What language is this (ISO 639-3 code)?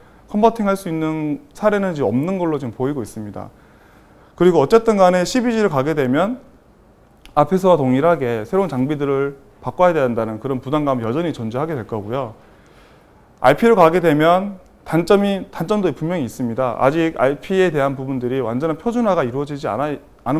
kor